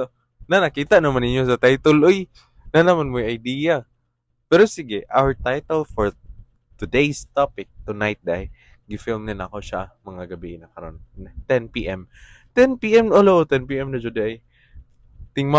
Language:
Cebuano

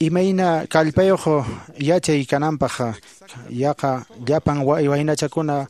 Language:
Quechua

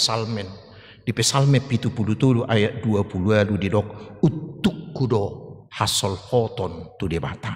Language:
Batak Toba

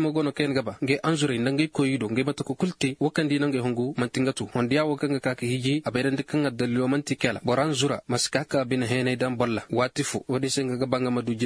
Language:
Zarma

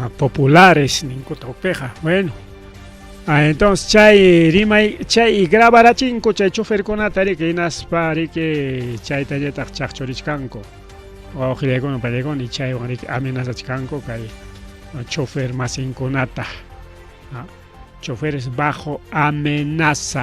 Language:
Ayacucho Quechua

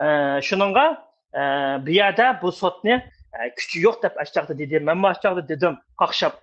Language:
Uyghur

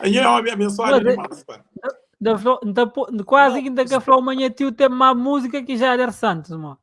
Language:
Kabuverdianu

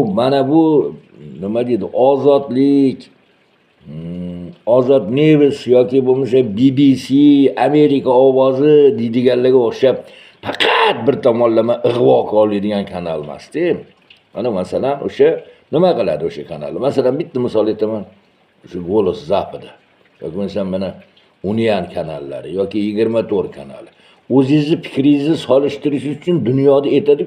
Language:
Uzbek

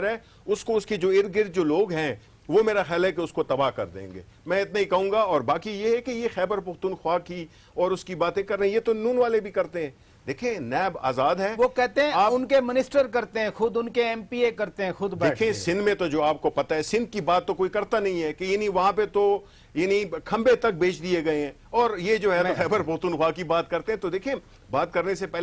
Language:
Urdu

